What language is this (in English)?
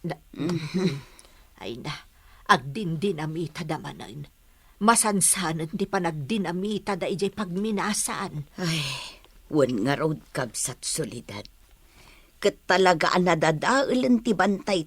Iloko